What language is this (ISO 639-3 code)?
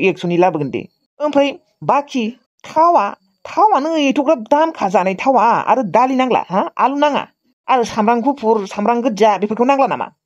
brx